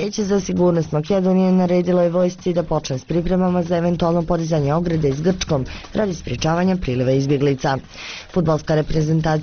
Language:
Bosnian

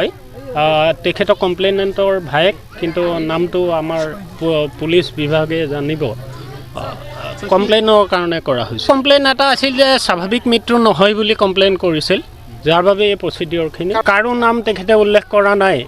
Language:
Assamese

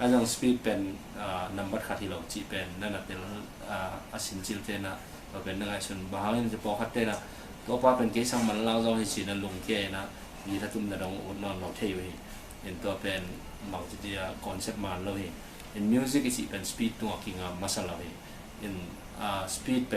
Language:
Tedim Chin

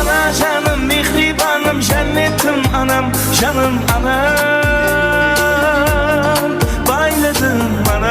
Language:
Kara-Kalpak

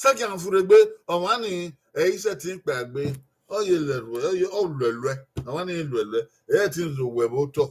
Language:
Bini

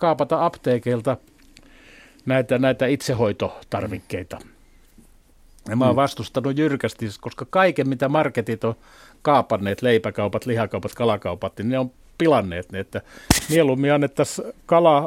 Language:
Finnish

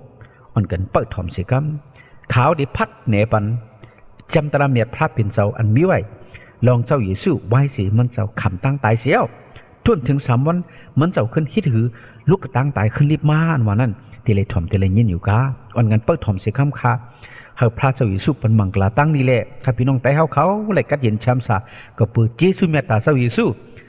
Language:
Shan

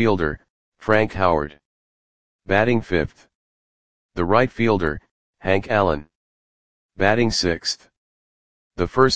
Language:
English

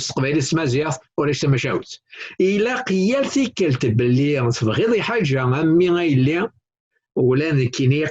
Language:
Kabyle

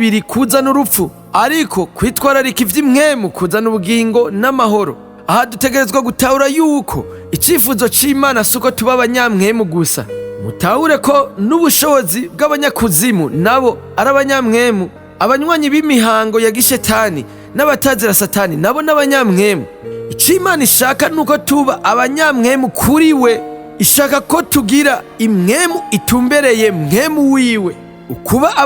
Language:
Rundi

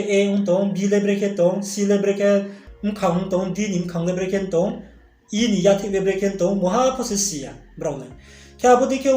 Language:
Riang (India)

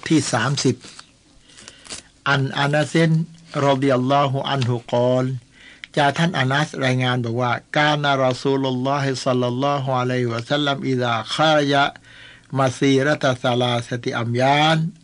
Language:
Thai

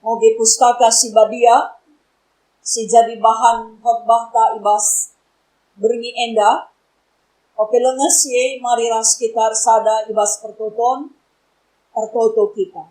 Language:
Batak Karo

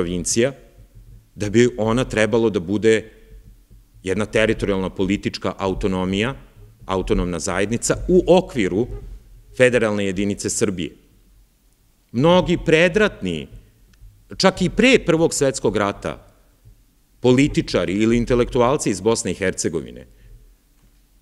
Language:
Serbian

